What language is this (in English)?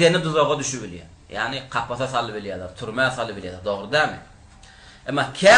Turkmen